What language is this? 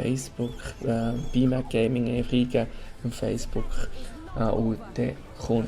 Swiss German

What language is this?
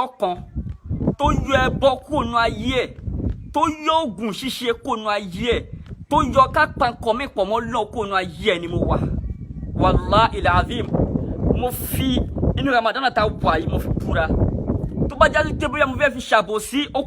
Yoruba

